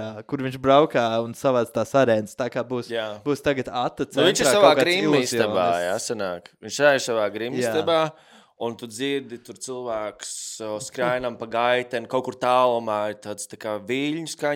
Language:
Latvian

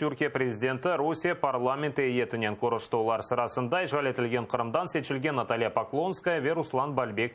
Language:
Crimean Tatar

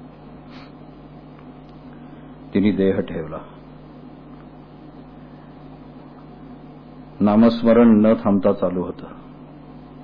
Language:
Marathi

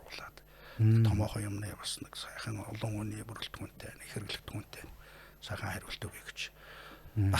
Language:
Mongolian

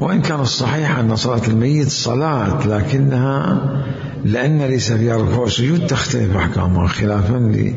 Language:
Mesopotamian Arabic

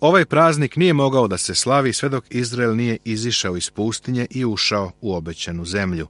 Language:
Serbian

